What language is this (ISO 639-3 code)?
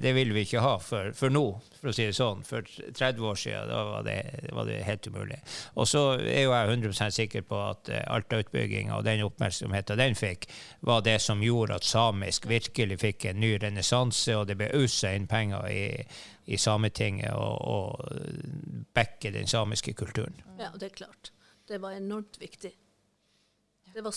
nor